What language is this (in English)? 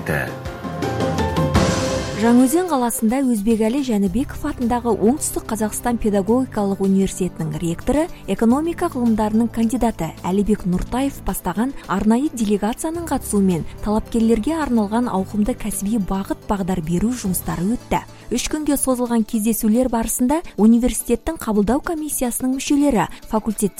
Kazakh